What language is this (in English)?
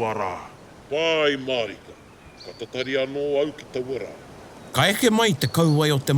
Māori